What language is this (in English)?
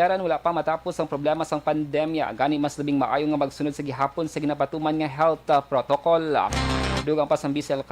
Hiligaynon